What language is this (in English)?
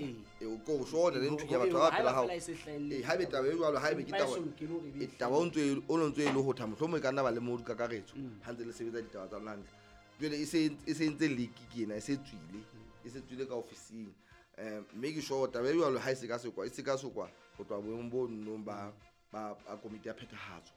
Southern Sotho